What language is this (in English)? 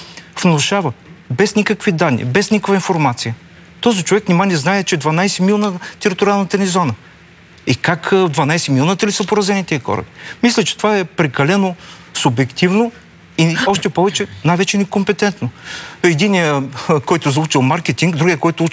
Bulgarian